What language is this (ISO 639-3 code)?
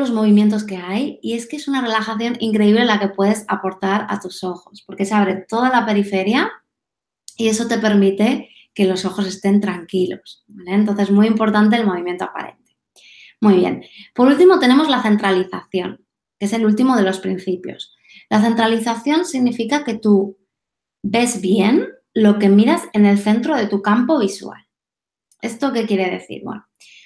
spa